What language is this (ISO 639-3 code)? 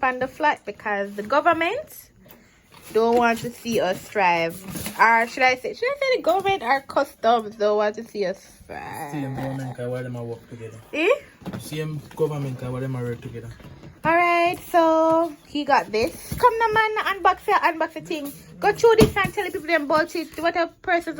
jam